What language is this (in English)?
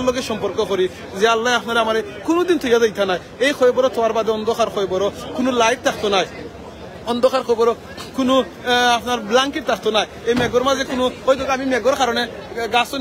Sylheti